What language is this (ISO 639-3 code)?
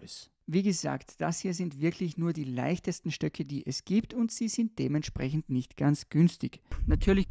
deu